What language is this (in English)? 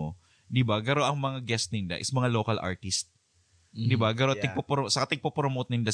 Bikol